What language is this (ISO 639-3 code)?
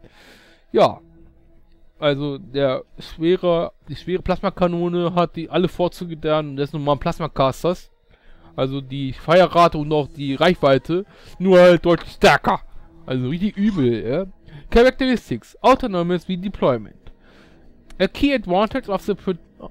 deu